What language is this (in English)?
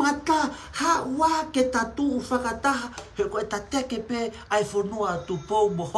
Tongan